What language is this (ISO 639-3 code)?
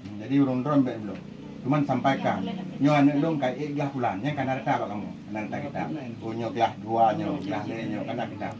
ace